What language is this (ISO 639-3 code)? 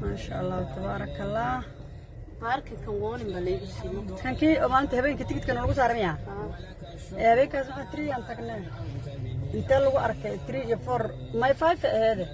som